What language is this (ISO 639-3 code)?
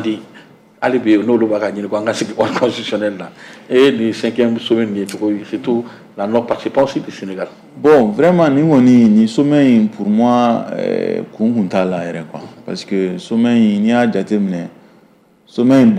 bam